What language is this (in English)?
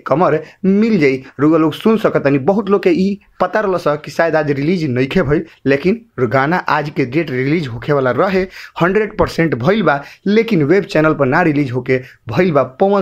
Bhojpuri